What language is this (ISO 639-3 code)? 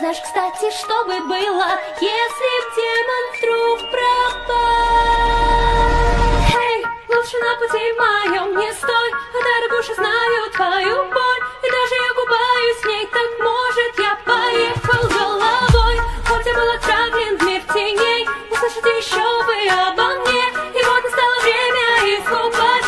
rus